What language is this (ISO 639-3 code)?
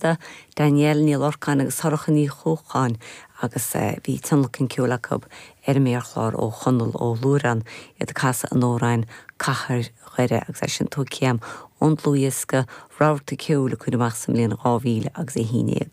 gle